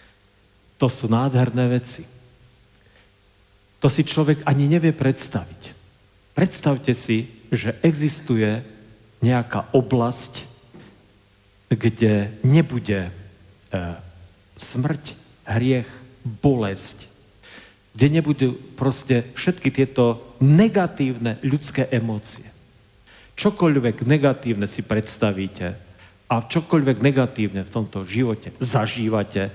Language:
Slovak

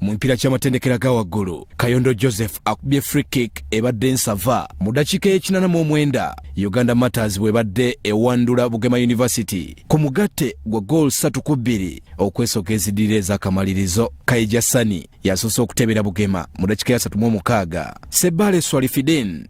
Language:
Ganda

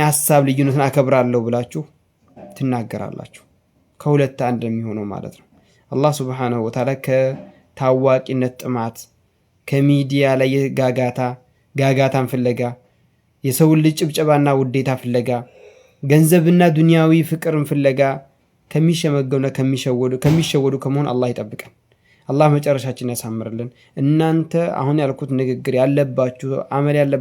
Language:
Amharic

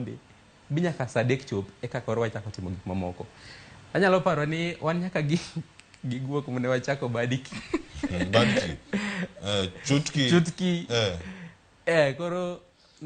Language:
Luo (Kenya and Tanzania)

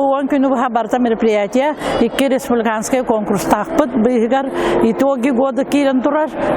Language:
Yakut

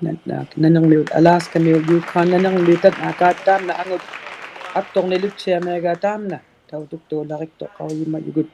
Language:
Inuktitut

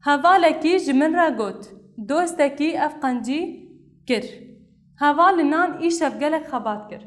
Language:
Kurdish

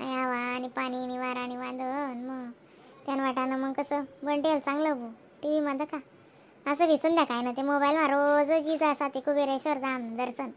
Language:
Khandesi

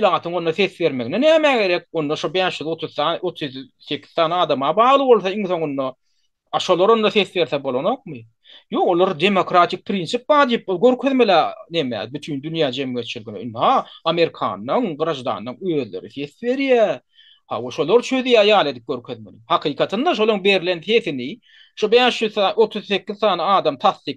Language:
Turkmen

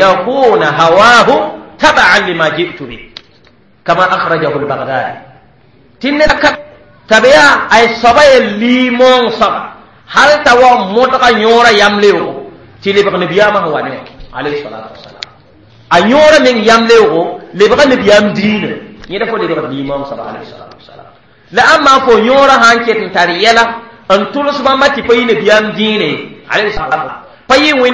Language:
Mossi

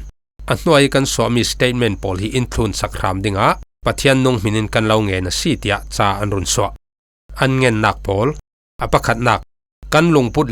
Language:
Falam Chin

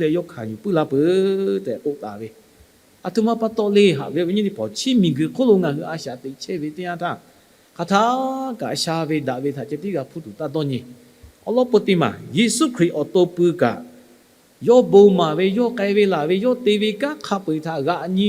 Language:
Lahu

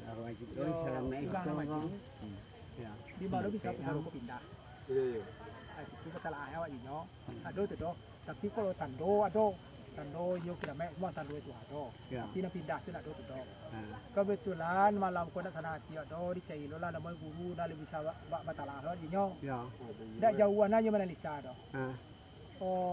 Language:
Minangkabau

